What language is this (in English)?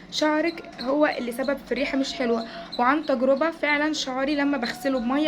Egyptian Arabic